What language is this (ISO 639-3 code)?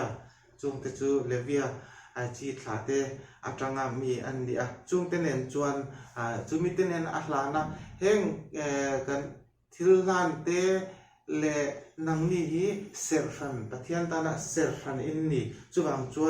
lus